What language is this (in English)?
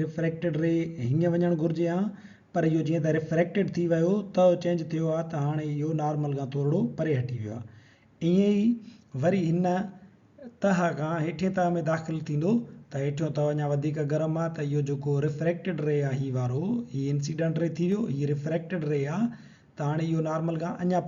Sindhi